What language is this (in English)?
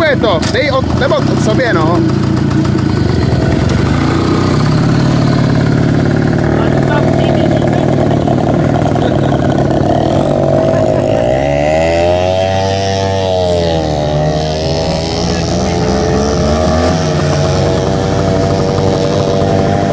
Czech